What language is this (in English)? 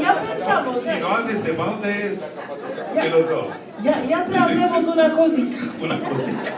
Ladino